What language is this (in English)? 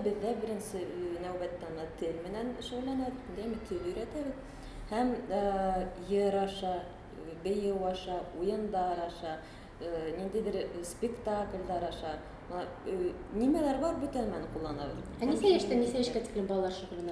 Bashkir